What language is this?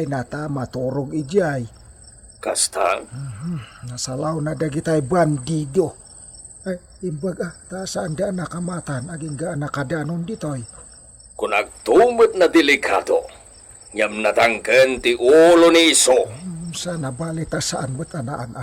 Iloko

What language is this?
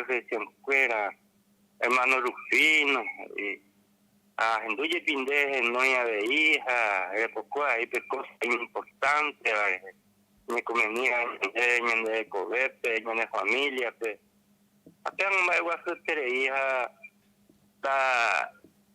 Guarani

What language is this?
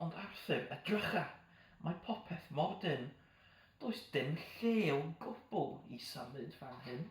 Welsh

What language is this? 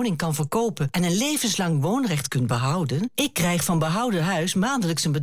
Dutch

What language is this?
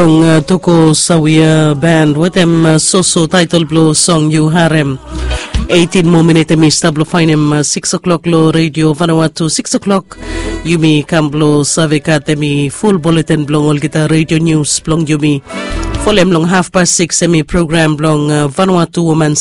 Bislama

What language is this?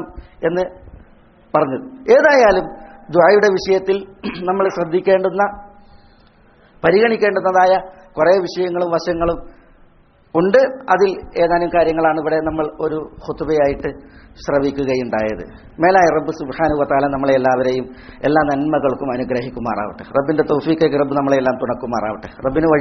Malayalam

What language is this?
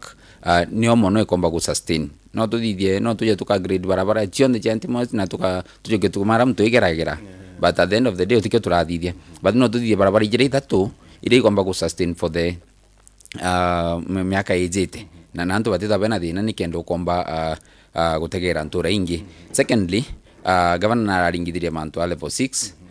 Meru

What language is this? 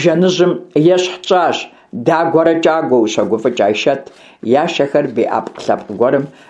Kabardian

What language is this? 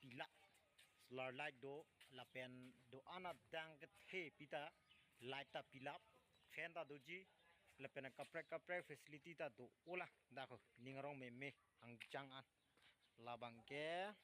Karbi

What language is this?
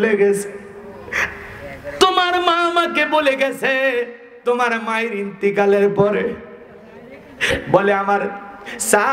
Bangla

